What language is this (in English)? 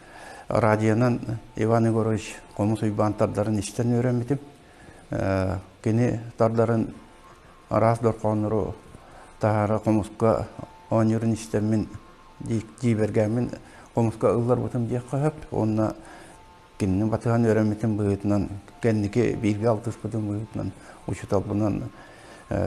Yakut